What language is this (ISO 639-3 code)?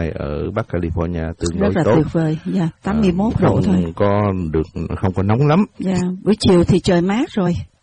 vie